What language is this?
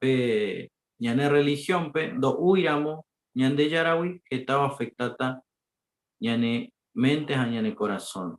Guarani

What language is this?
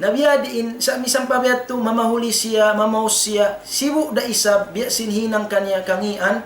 Tausug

